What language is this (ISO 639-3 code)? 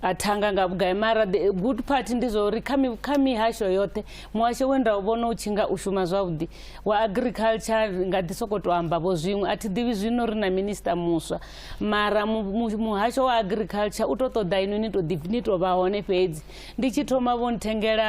ven